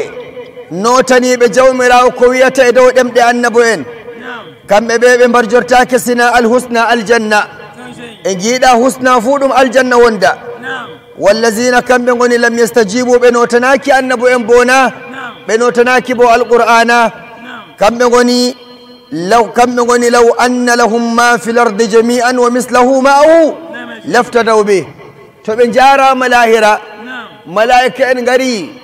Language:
Nigerian Fulfulde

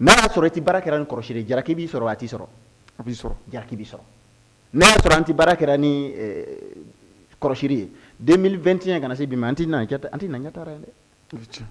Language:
Bambara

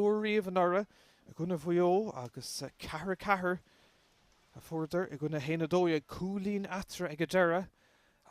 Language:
Irish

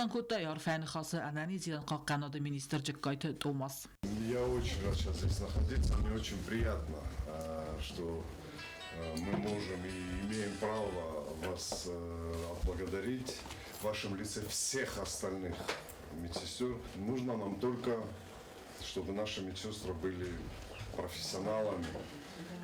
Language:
Ossetic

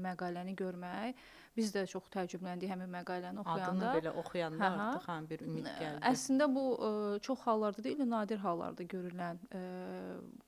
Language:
Azerbaijani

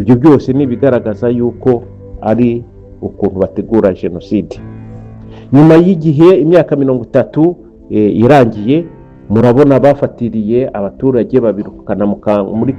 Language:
Kinyarwanda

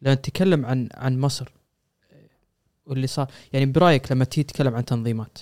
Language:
Gulf Arabic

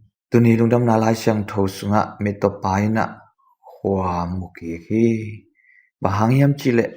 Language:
Tedim Chin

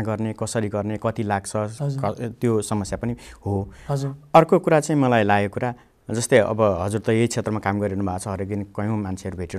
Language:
Nepali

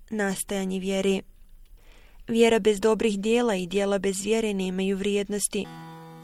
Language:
Bosnian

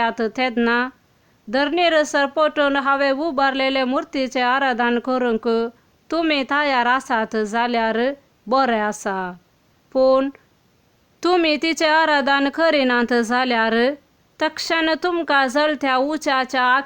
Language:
Konkani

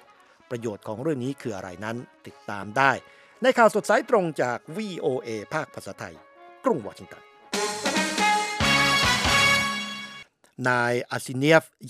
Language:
Thai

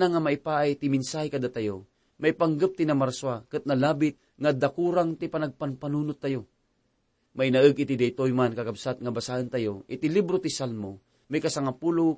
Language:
Iloko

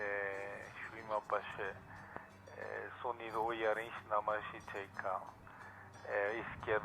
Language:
Imbabura Highland Quichua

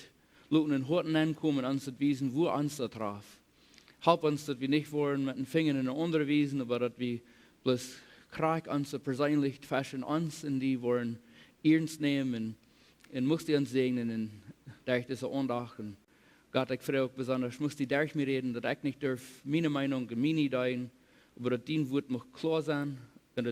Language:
Plautdietsch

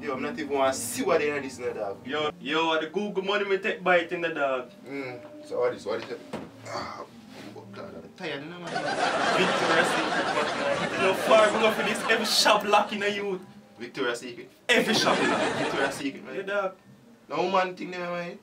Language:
Jamaican Creole English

